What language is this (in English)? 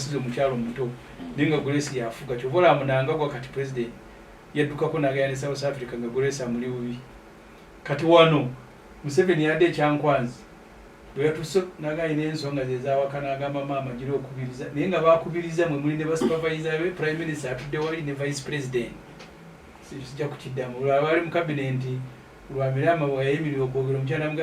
Ganda